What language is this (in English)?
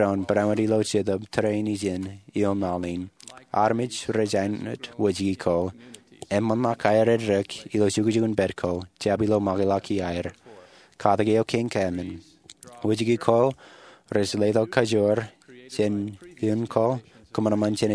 Marshallese